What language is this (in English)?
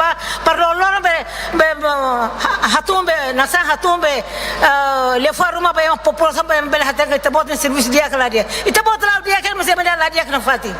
Tetum